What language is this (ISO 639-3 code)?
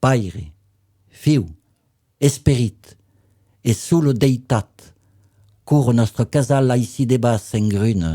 oci